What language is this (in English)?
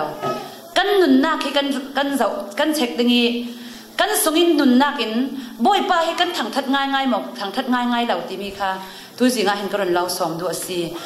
Falam Chin